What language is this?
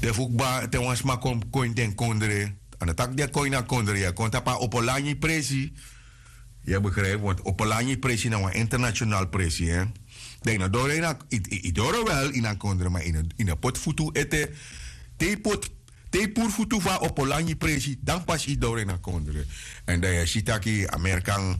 Sranan Tongo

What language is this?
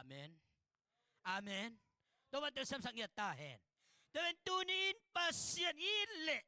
Tedim Chin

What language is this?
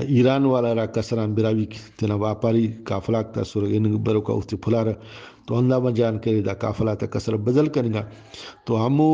Brahui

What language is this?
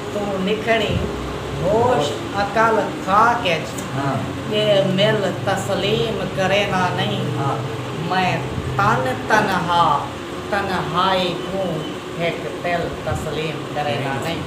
Saraiki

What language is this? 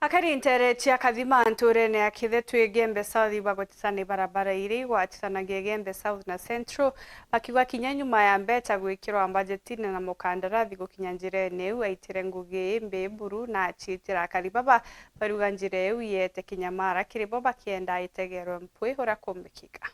Meru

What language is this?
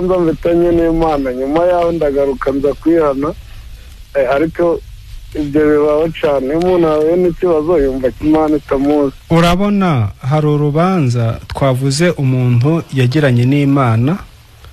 Kinyarwanda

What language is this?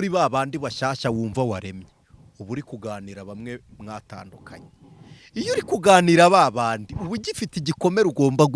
Kinyarwanda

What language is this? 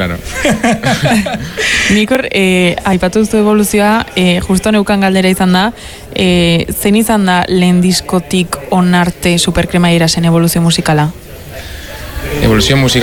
Basque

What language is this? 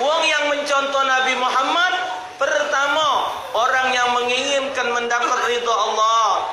Musi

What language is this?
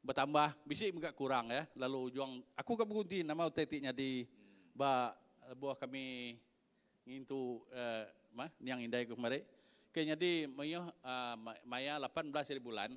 Iban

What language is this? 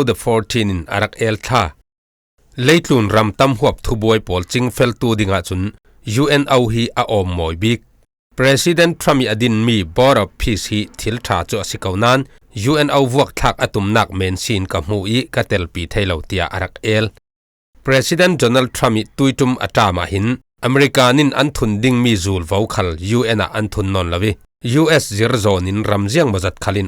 Falam Chin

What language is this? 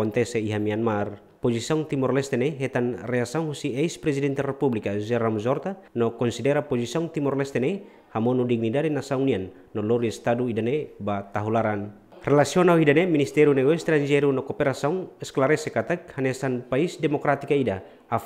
Tetum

